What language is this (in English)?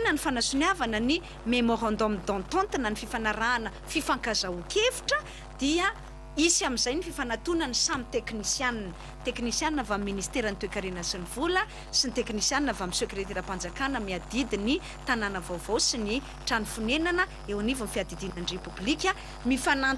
Malagasy